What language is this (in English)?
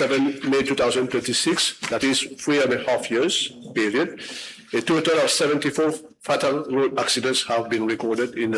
Morisyen